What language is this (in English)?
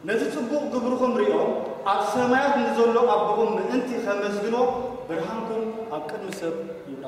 Tigrinya